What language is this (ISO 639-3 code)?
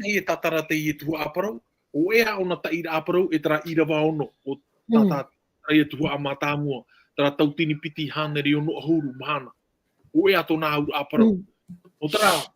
tah